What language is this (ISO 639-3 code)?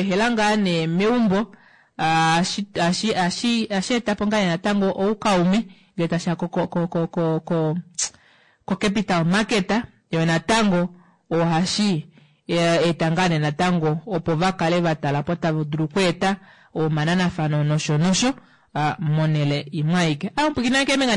kua